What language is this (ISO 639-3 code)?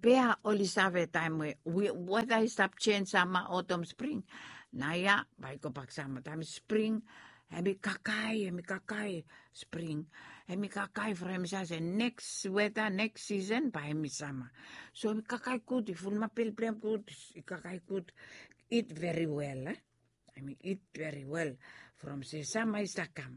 bis